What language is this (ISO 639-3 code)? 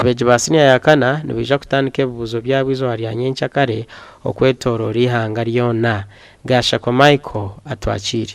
nyn